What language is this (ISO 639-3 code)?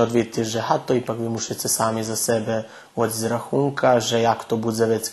rue